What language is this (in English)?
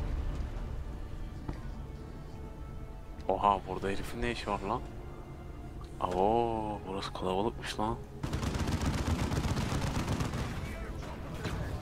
Turkish